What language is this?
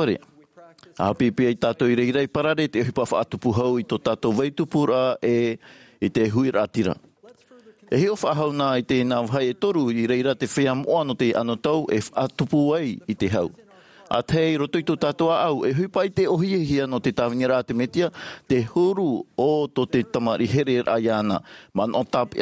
Tahitian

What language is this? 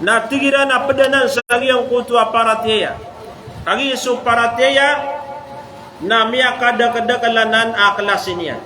Maranao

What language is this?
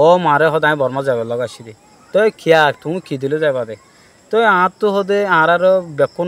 Rohingya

